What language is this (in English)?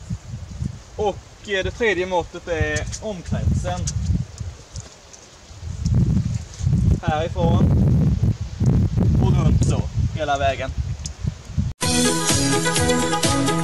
Swedish